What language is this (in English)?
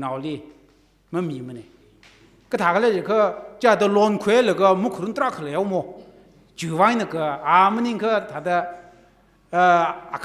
Tangkhul Naga (India)